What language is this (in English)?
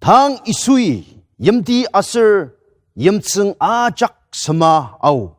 Ao Naga